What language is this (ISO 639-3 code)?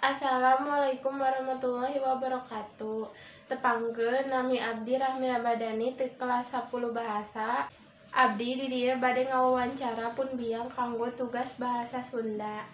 sun